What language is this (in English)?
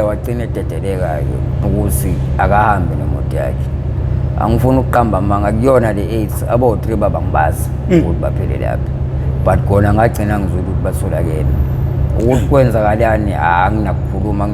Zulu